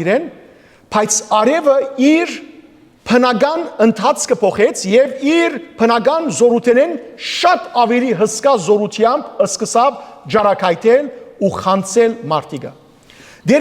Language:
Western Armenian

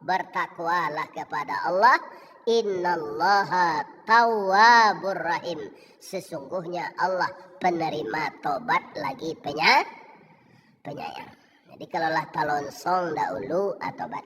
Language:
Minangkabau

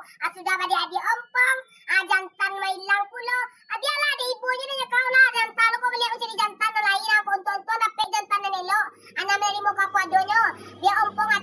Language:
Minangkabau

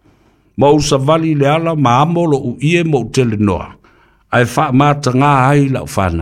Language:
Samoan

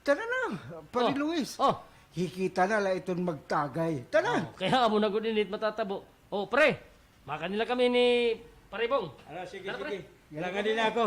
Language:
Waray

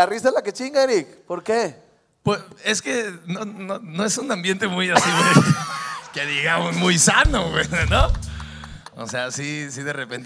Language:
Spanish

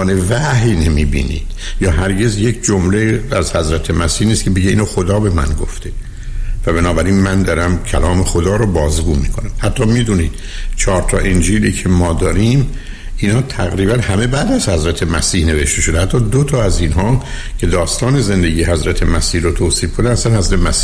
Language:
Persian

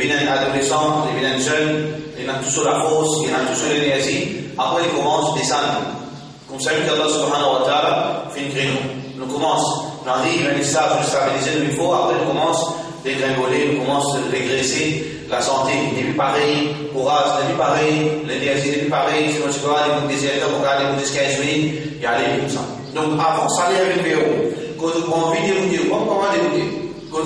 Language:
Morisyen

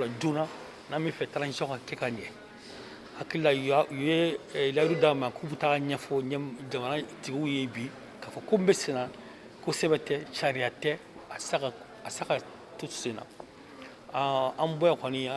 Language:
Bambara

